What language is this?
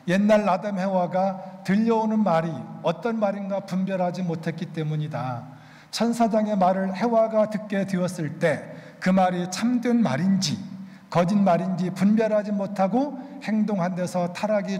Korean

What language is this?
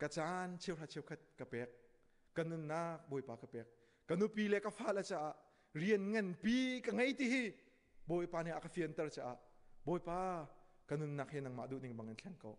Hakha Chin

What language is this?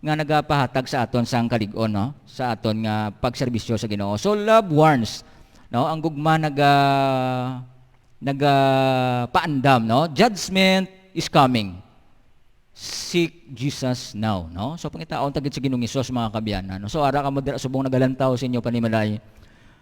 Hiligaynon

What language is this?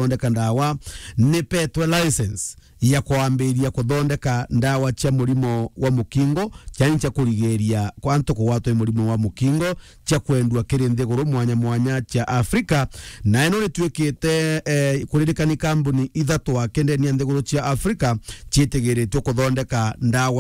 Meru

